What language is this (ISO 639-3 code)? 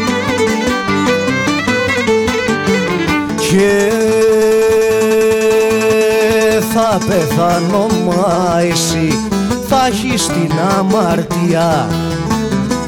ell